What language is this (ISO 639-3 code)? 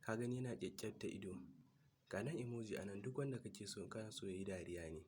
hau